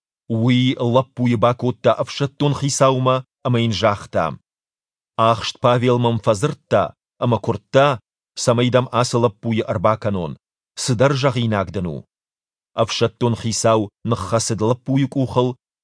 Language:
Ossetic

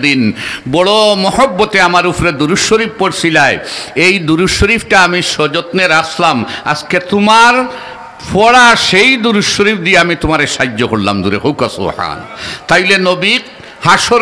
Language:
Sylheti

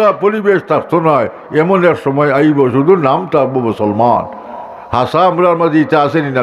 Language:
Sylheti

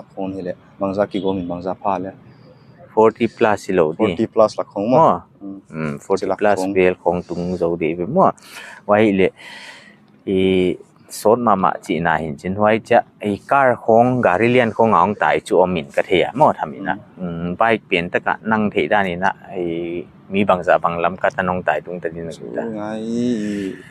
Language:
Paite Chin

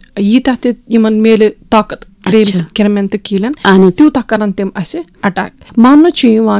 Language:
Kashmiri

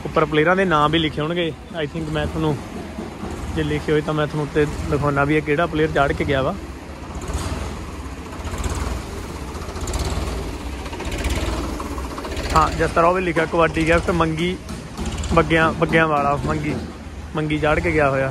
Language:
Punjabi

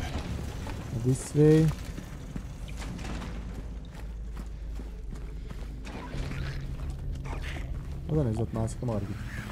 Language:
Hungarian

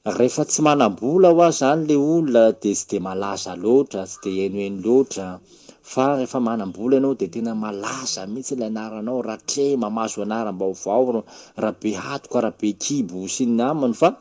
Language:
Malagasy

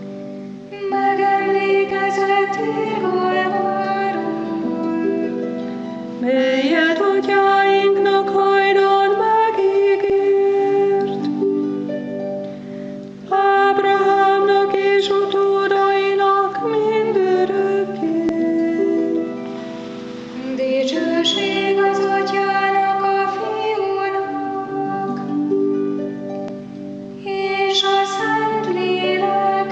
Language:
Hungarian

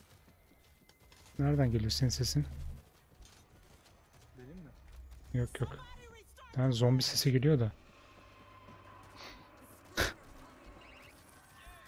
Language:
Turkish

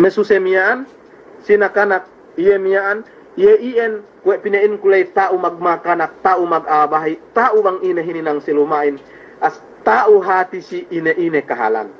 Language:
Yakan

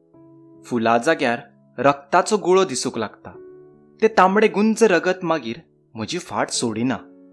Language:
Konkani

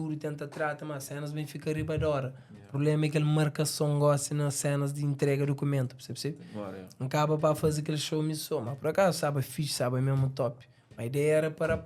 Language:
Kabuverdianu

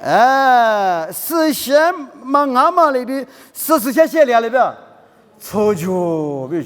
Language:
Lisu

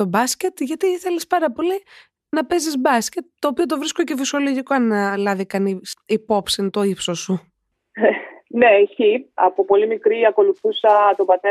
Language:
Greek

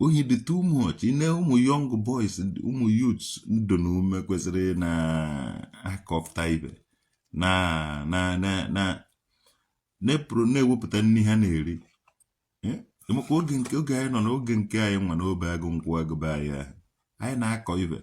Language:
Igbo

